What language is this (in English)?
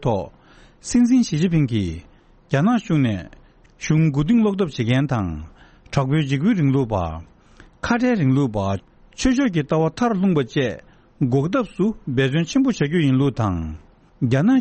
Tibetan